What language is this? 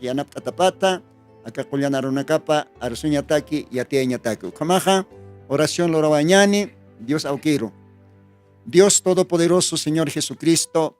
Aymara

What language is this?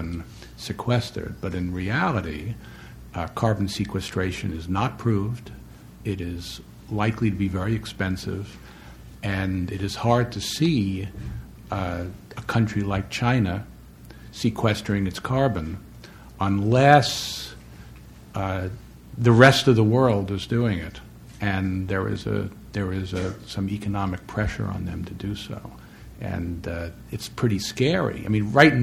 English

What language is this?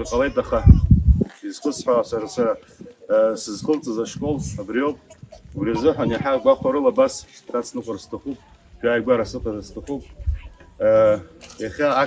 Abkhazian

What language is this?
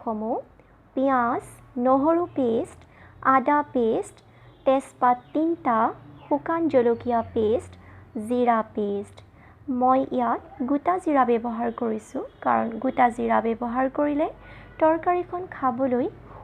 Assamese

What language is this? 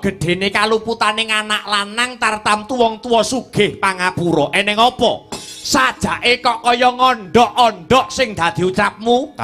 Javanese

